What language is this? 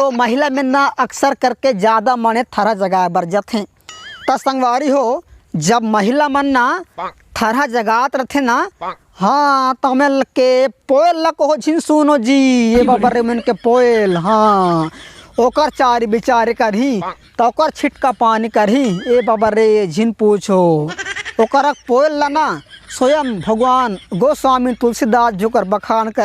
Chhattisgarhi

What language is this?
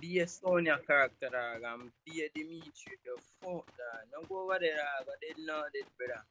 Jamaican Creole English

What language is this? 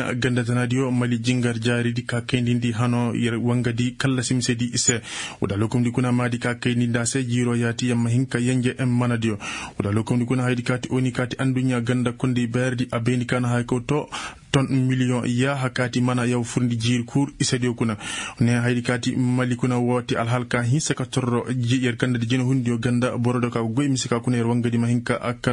Koyraboro Senni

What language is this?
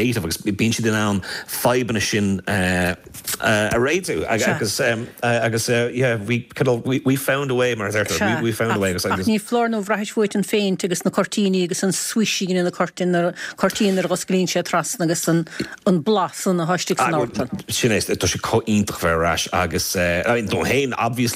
Irish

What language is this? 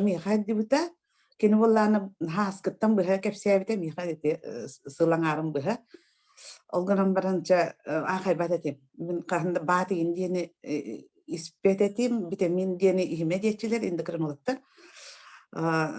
Yakut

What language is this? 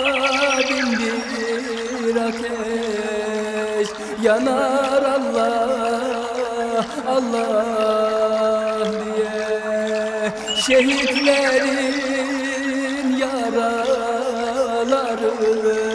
Turkish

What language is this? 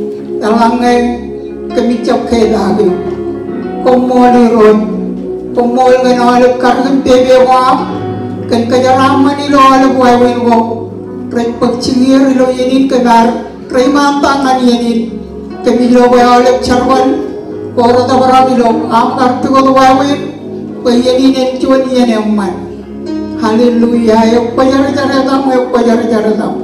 Marshallese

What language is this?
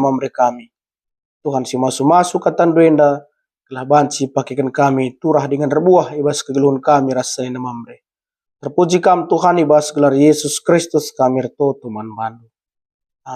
Batak Karo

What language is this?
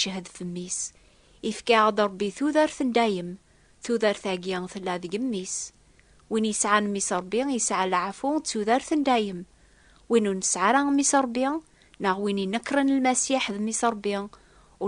Kabyle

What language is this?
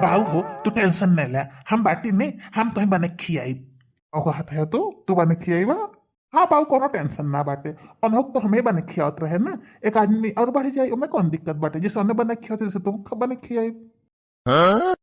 Bhojpuri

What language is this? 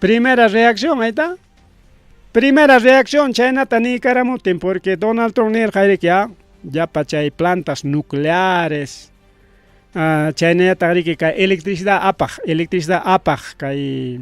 Ayacucho Quechua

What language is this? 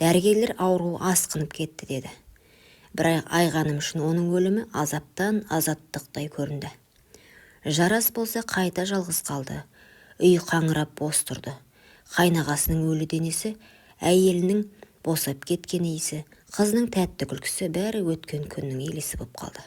Kazakh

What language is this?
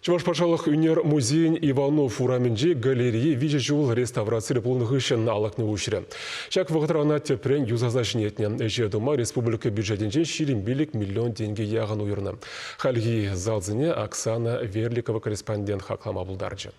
Chuvash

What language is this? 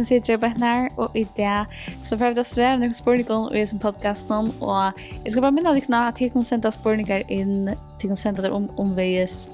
Faroese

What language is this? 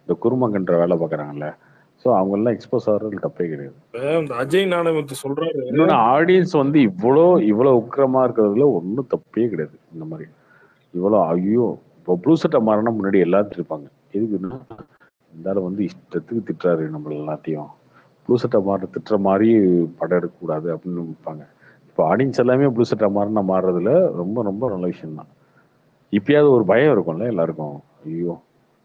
Tamil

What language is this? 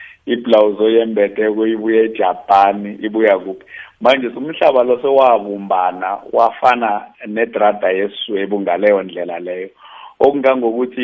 South Ndebele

